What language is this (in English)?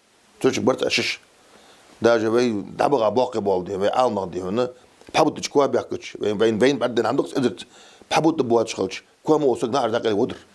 Ingush